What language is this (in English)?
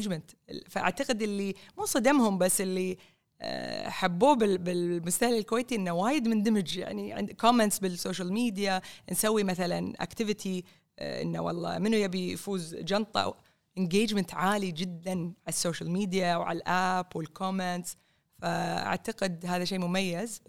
Gulf Arabic